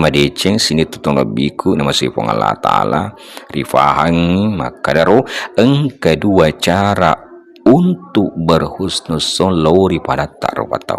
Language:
Buginese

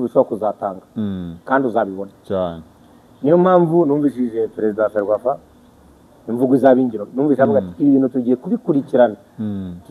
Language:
Kinyarwanda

